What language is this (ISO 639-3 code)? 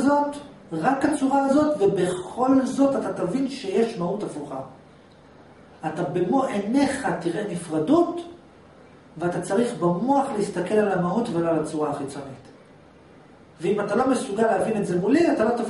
heb